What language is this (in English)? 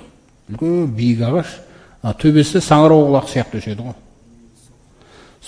Kazakh